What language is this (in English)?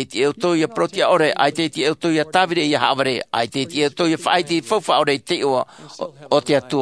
Tahitian